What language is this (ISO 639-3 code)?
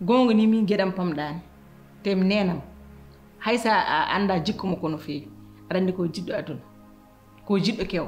ful